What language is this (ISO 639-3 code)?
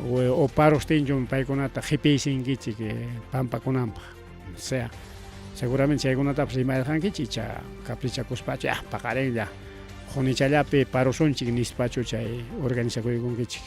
quy